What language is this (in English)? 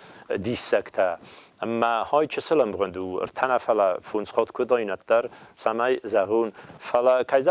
Ossetic